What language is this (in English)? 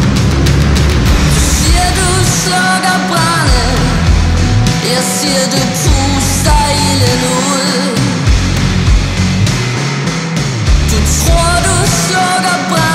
Danish